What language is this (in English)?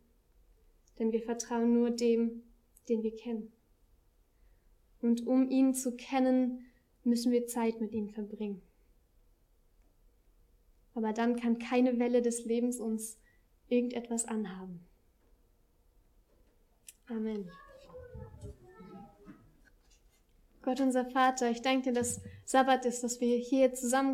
German